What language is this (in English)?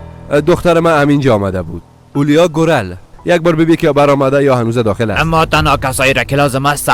Persian